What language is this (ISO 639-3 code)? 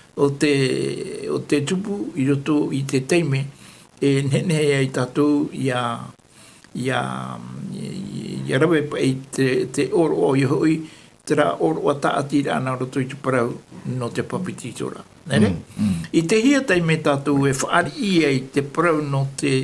tah